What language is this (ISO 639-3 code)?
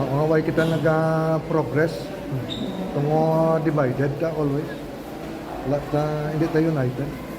hil